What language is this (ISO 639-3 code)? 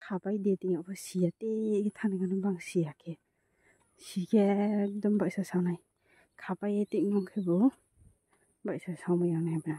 ria